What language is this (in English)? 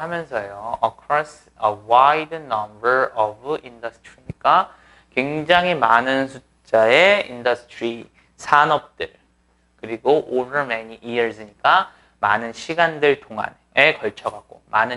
Korean